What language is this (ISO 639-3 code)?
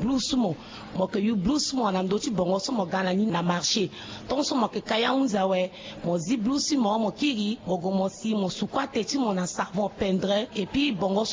sag